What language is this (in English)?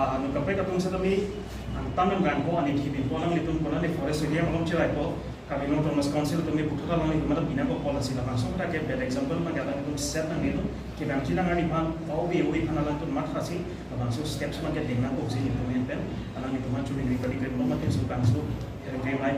Karbi